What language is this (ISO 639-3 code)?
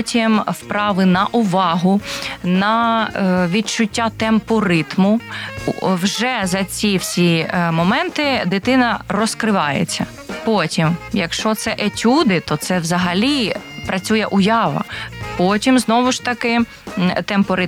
ukr